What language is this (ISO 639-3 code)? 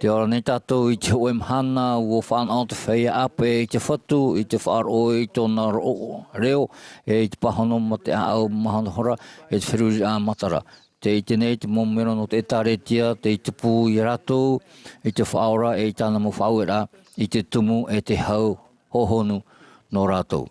tah